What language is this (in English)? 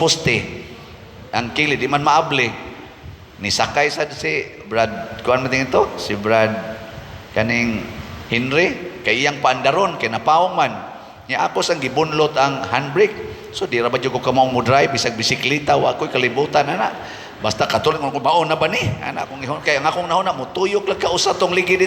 Cebuano